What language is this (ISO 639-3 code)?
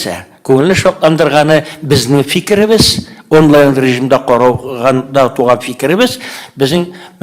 tat